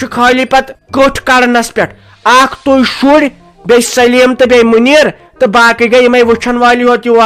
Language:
Kashmiri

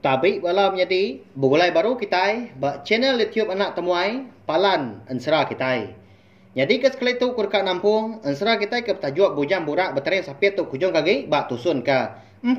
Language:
Iban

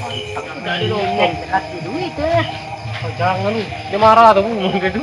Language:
Musi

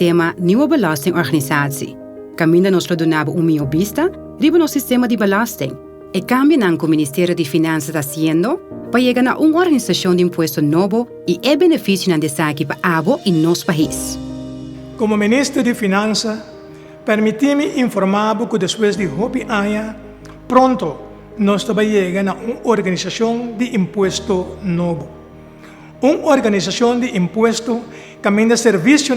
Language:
Papiamento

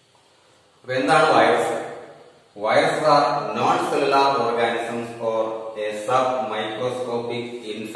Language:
Malayalam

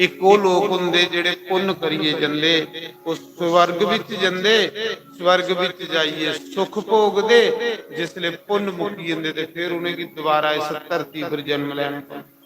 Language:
Dogri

